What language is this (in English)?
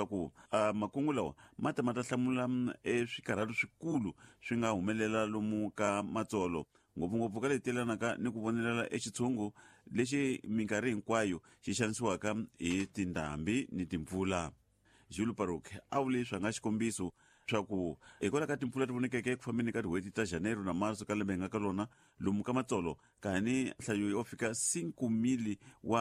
Tsonga